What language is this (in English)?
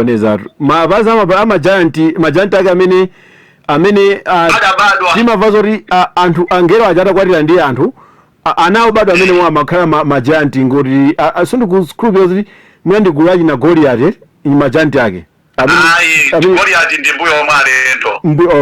Nyanja